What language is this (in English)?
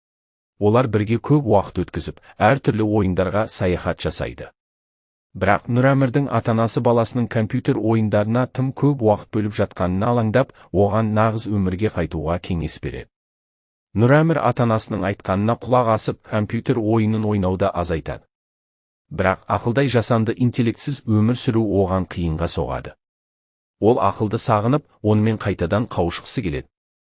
Kazakh